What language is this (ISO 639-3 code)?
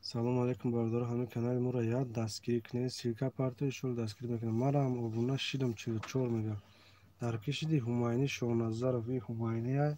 tgk